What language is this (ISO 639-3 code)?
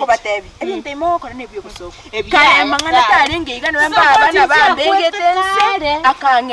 guz